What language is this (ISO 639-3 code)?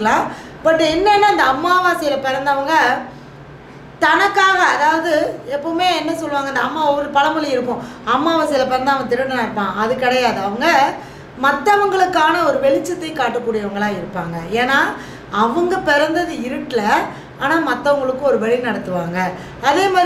tam